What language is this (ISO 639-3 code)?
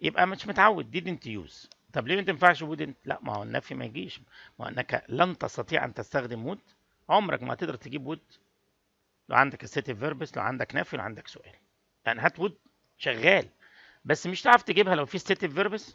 arz